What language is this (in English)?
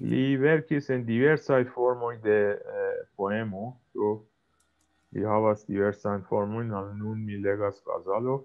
Esperanto